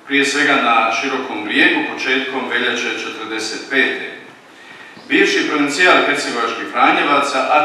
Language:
Croatian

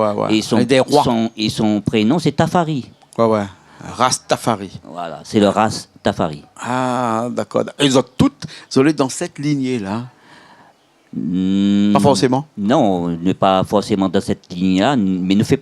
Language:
Réunion Creole French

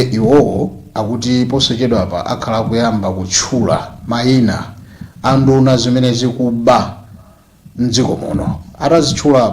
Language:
Nyanja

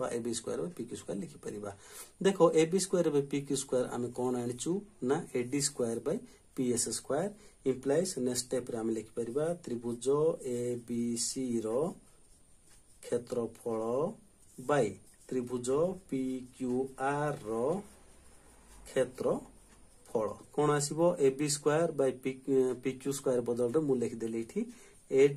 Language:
Odia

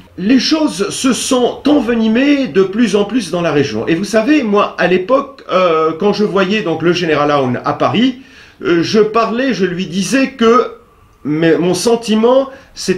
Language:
French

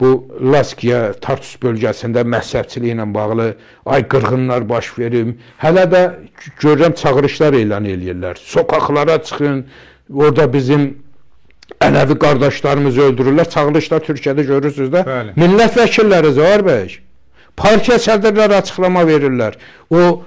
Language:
Azerbaijani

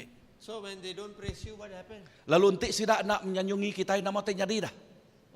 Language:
Iban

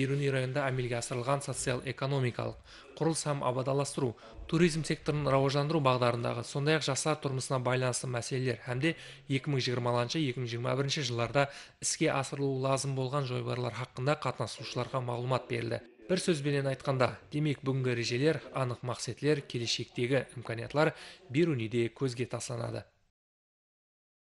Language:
Kara-Kalpak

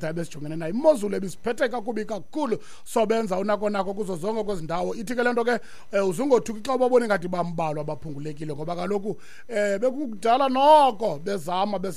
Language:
Xhosa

